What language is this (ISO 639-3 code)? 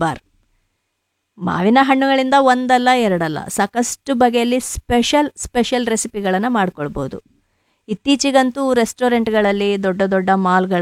kan